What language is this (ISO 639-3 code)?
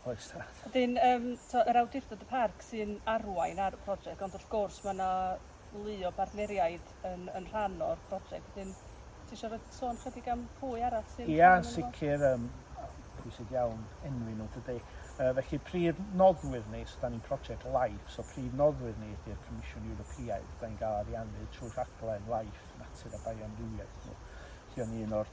cym